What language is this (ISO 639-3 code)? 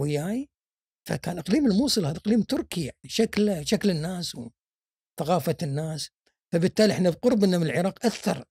afb